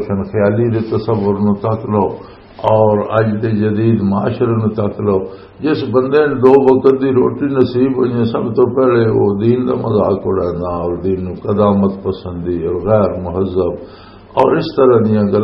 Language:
Western Panjabi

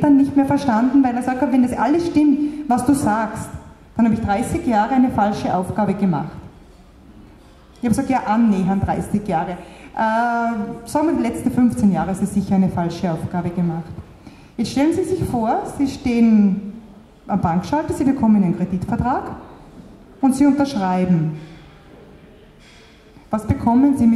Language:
German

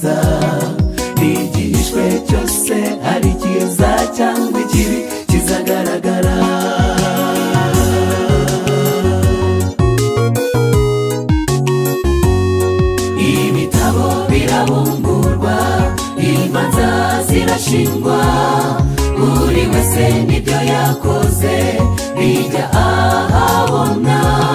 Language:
Kinyarwanda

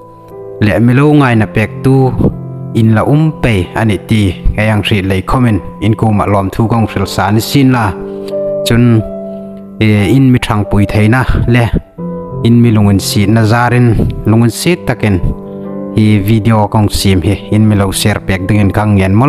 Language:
Hmar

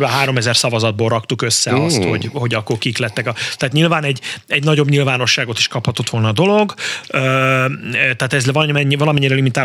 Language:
Hungarian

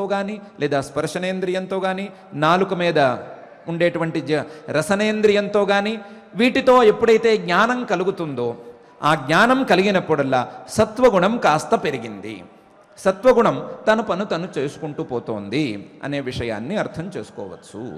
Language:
Telugu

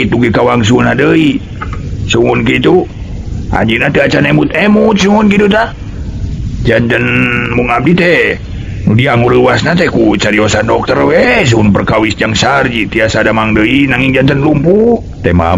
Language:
Sundanese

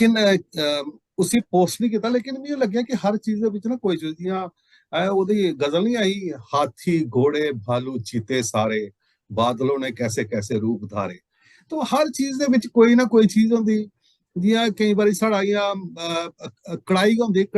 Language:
Dogri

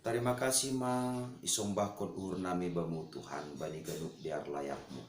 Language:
Batak Simalungun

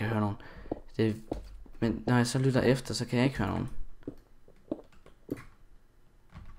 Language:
Danish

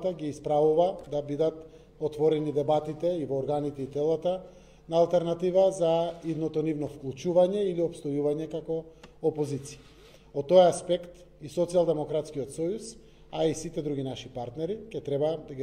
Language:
Macedonian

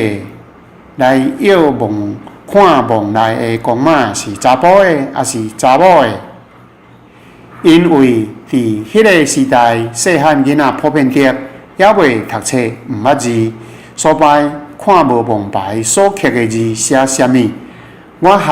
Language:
Min Nan Chinese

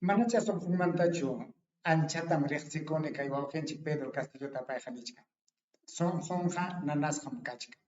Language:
Ayacucho Quechua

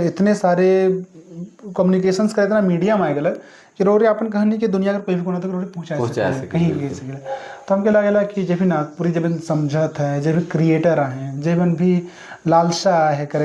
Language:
Sadri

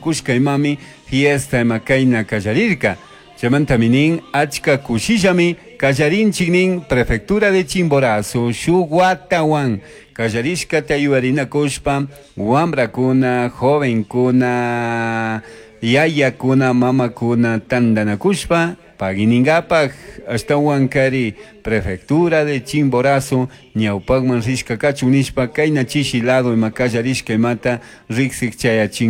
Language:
Chimborazo Highland Quichua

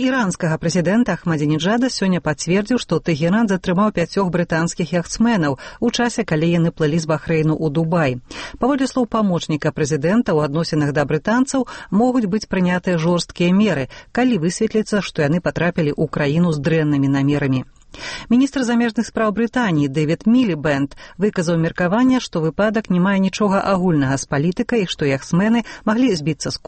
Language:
Belarusian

